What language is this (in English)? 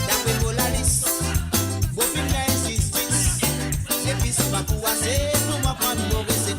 Morisyen